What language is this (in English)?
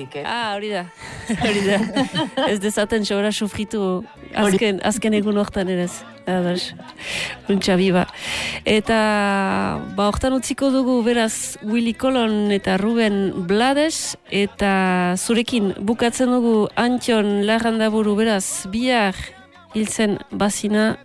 Basque